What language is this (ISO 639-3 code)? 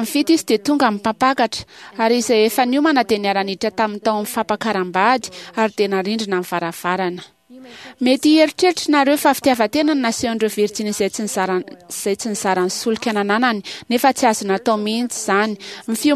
mlg